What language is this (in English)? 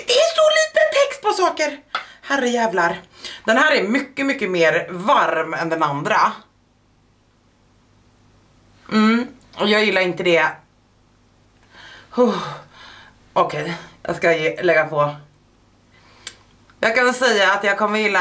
Swedish